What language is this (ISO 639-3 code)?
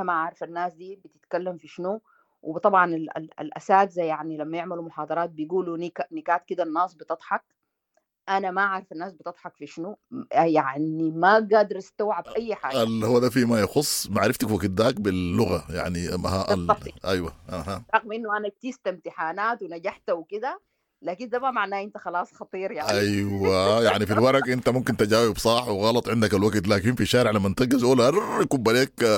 apd